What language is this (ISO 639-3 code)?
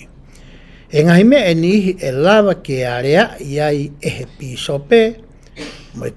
ton